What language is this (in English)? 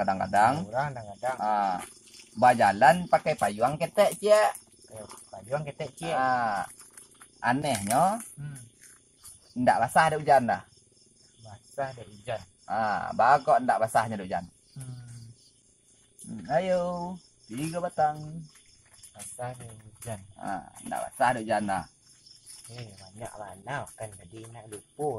Minangkabau